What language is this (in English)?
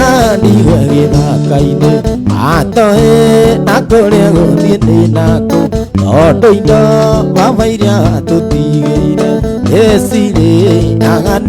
Kikuyu